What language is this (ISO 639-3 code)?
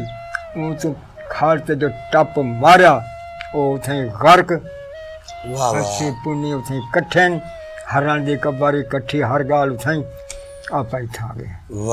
skr